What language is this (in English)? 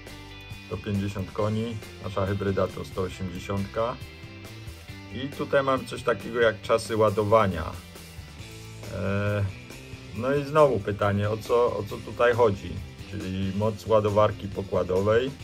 Polish